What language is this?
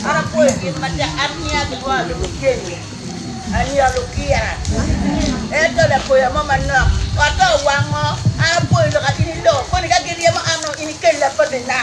Acoli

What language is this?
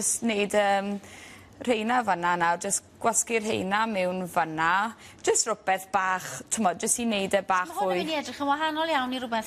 Welsh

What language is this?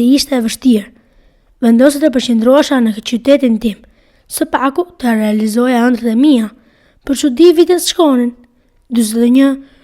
Albanian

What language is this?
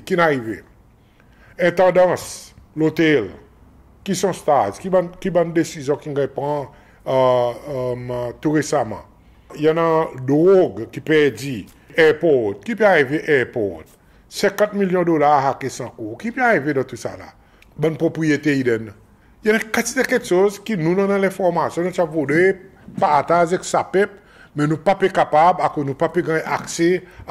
Seselwa Creole French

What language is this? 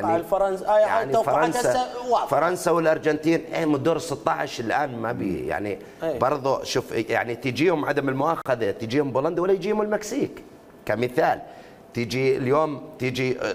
Mesopotamian Arabic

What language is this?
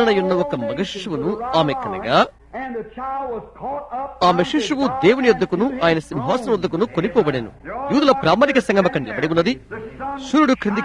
Telugu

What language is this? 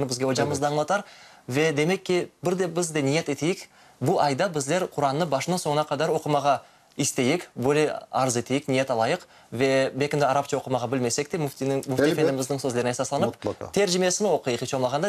Crimean Tatar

